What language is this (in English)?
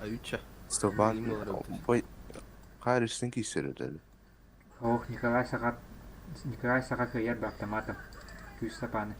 Yakut